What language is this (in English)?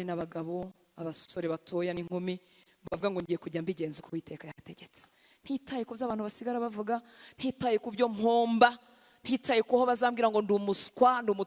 Kinyarwanda